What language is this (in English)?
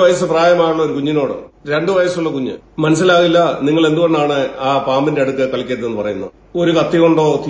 Malayalam